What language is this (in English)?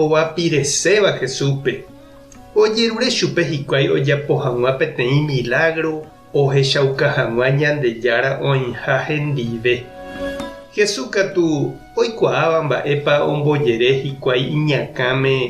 Guarani